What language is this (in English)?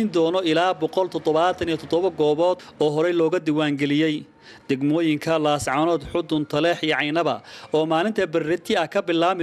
Somali